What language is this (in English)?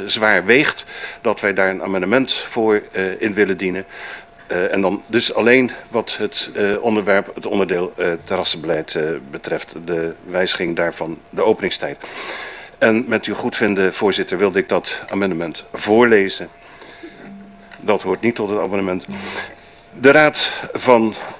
Dutch